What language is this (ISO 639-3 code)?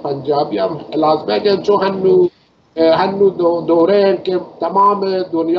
bal